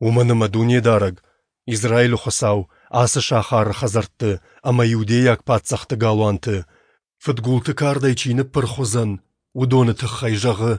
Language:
Ossetic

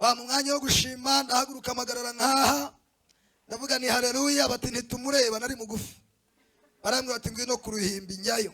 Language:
Kinyarwanda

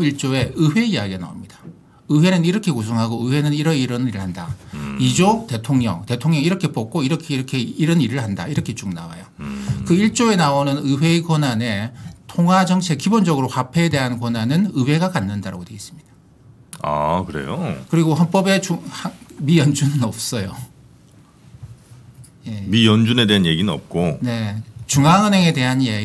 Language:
Korean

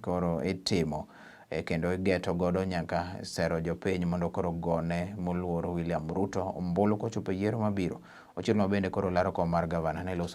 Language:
Luo (Kenya and Tanzania)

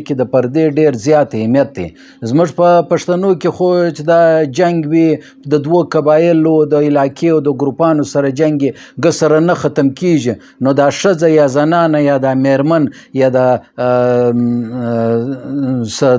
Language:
Pashto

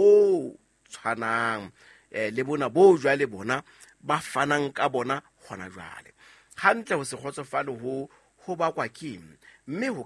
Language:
Southern Sotho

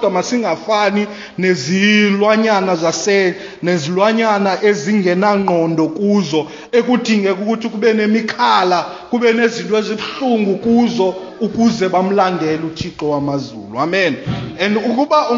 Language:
Xhosa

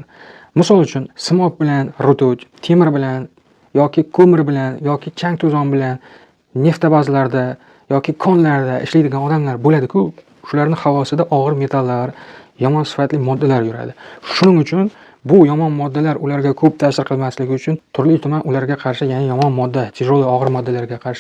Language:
Uzbek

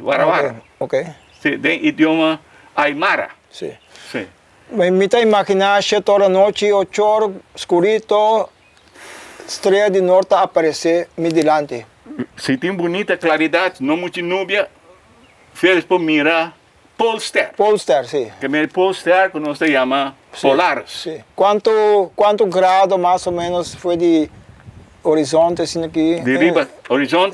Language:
Papiamento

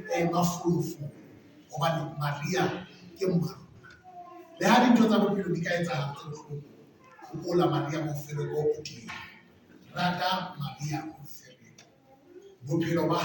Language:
Southern Sotho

